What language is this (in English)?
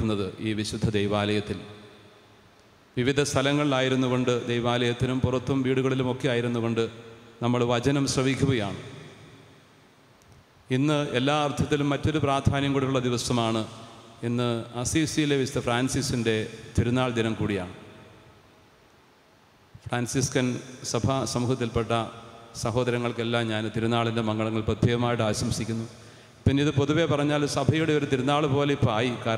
Malayalam